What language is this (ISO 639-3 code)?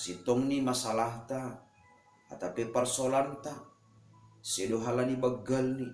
bts